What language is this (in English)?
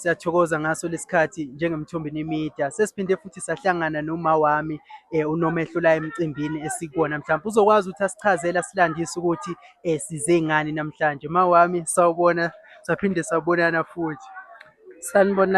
Zulu